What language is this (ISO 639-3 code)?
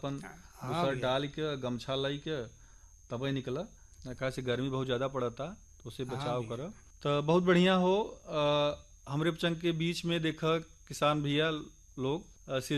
bho